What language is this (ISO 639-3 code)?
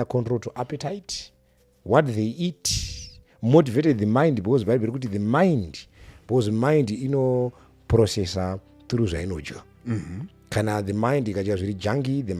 sna